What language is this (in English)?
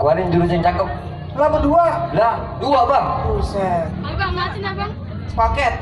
Betawi